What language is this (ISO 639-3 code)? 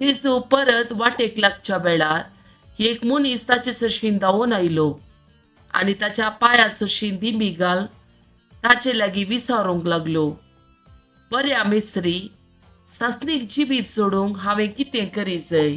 kok